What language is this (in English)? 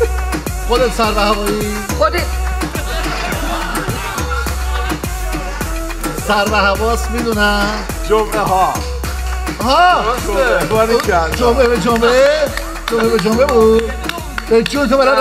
Persian